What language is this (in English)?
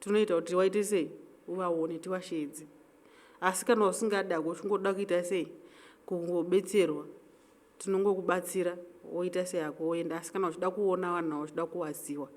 Shona